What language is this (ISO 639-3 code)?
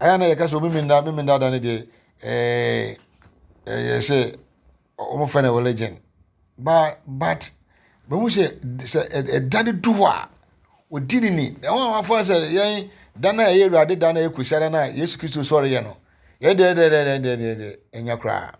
aka